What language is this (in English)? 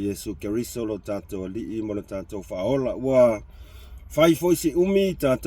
Samoan